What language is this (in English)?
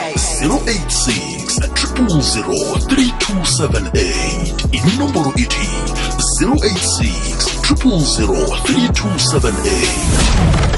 South Ndebele